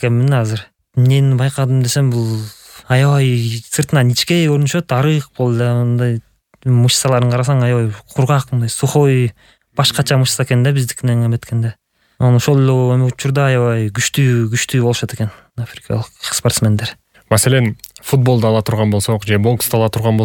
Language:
Kyrgyz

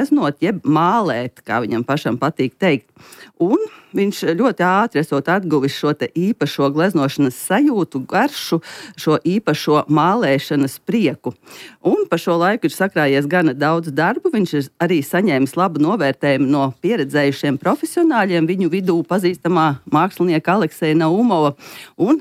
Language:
Latvian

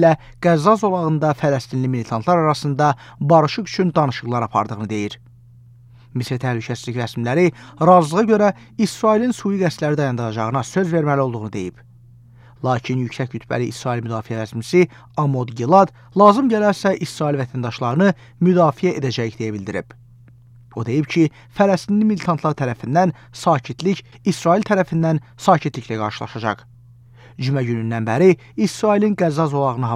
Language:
Azerbaijani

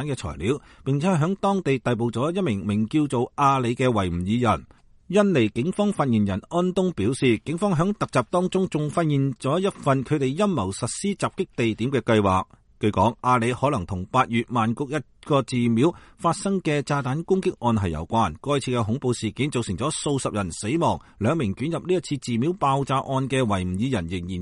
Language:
Cantonese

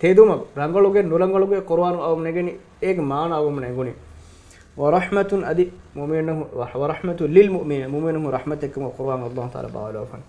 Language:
Divehi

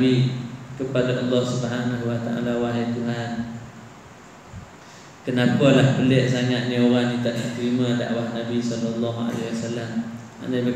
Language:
Malay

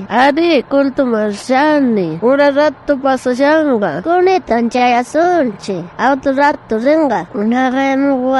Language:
South Bolivian Quechua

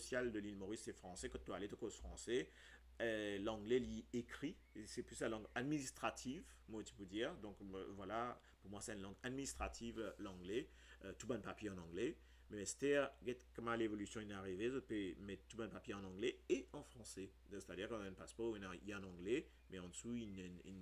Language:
Morisyen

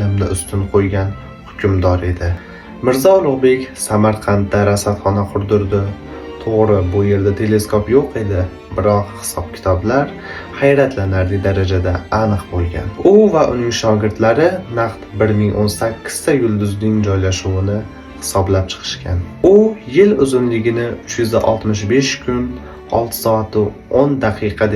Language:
Uzbek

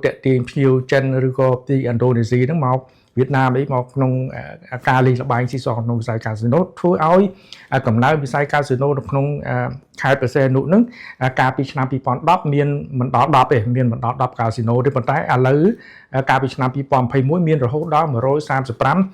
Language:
Khmer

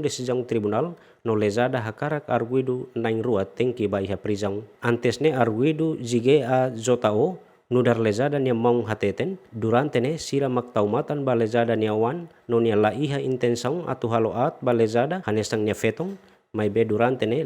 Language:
Tetum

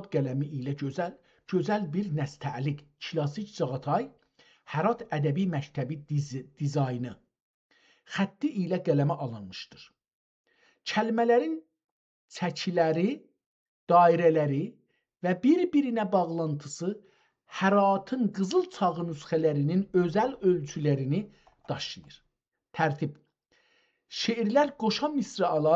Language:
South Azerbaijani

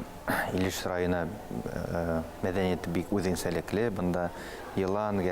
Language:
Bashkir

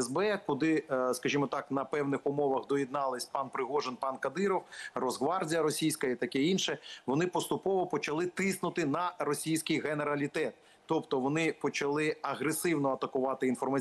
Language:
Ukrainian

